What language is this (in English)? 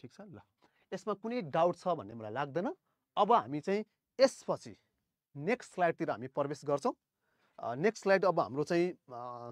Nepali